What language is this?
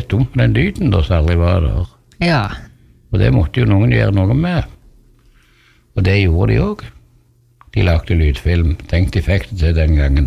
Norwegian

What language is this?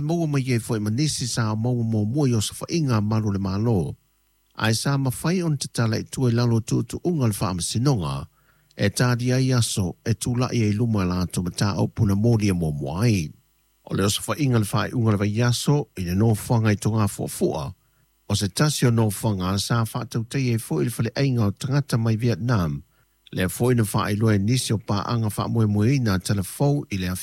Samoan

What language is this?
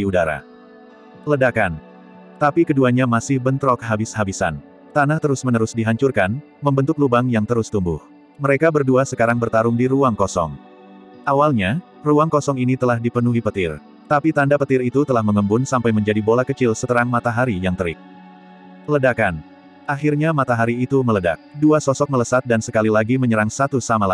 Indonesian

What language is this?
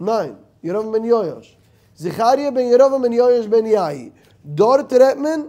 Yiddish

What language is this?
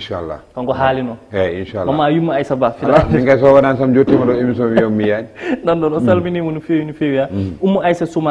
Fula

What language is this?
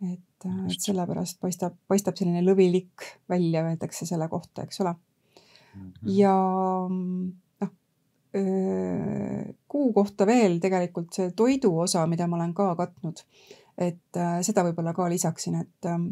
Estonian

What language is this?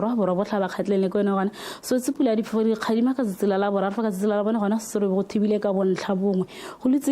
Tswana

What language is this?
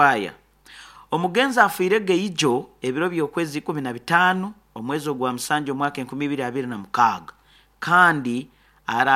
Nyoro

